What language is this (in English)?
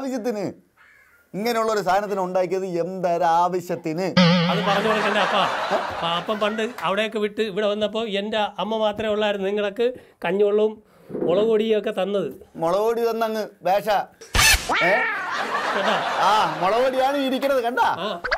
Malayalam